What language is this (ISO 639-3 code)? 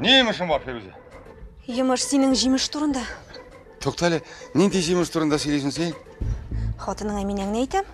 tat